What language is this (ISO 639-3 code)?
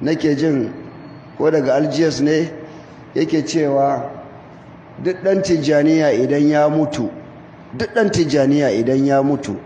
hau